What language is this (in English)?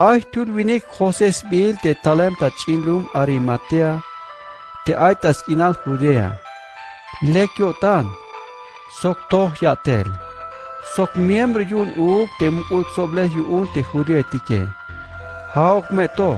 Tzeltal